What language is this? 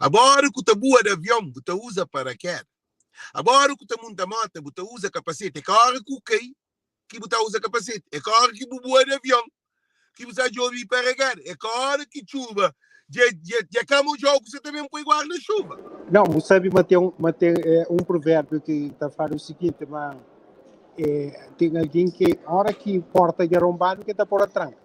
Kabuverdianu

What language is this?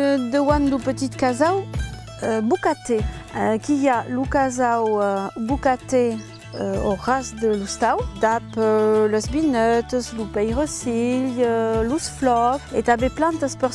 Occitan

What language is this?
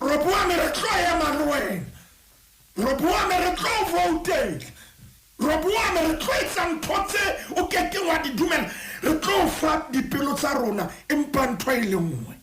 Southern Sotho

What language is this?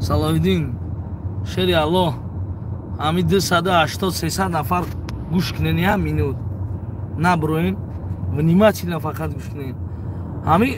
Tajik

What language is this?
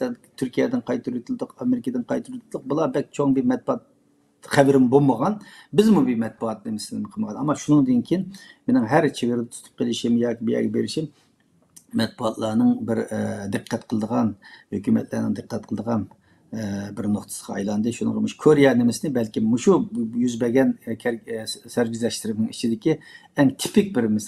Uyghur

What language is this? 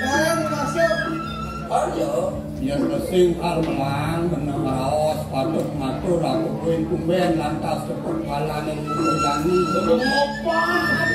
Balinese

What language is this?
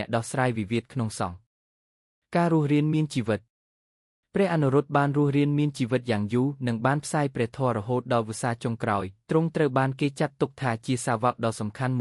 Khmer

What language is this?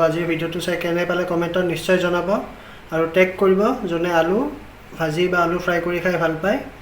Assamese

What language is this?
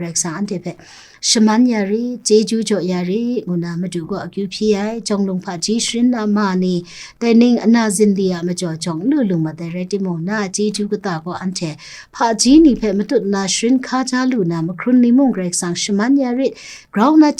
Kachin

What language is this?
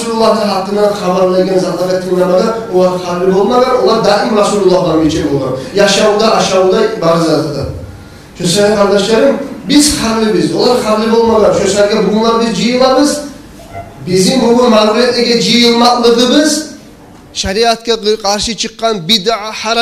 Kumyk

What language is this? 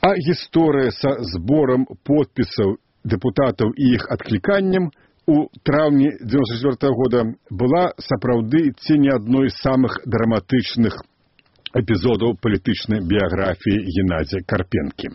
Belarusian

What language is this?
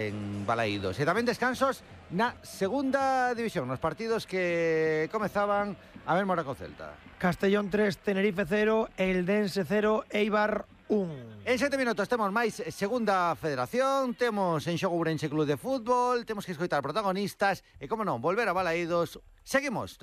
Galician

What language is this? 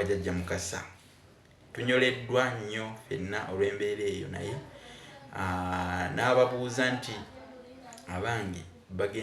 Ganda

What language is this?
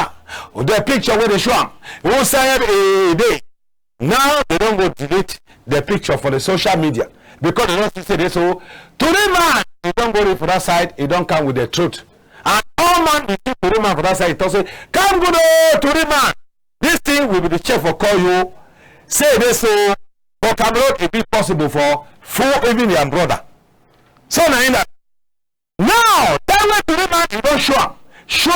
Cameroon Pidgin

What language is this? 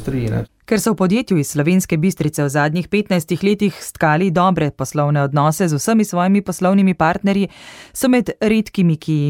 Slovenian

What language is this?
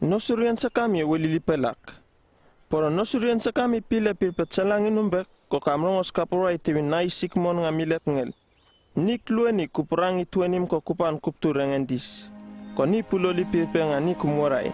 Uripiv-Wala-Rano-Atchin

